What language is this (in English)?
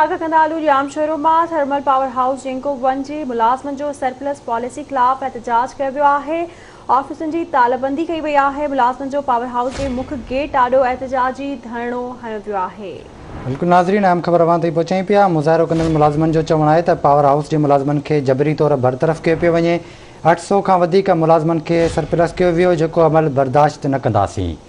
Sindhi